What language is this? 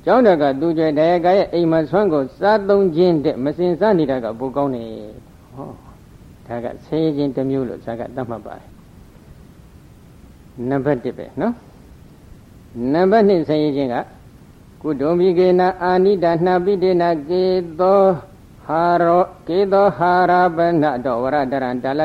Burmese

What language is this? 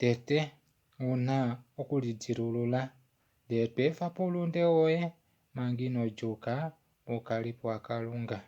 Kuanyama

